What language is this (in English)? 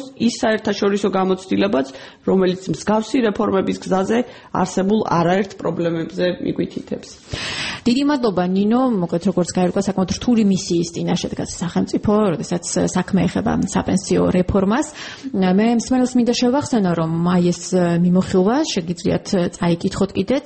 Georgian